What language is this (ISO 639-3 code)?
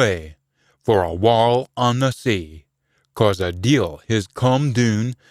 sco